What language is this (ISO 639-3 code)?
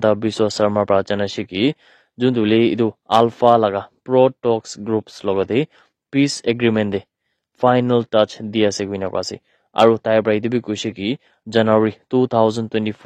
nag